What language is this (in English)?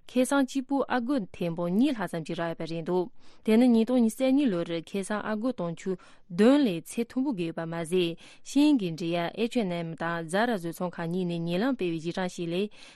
Tibetan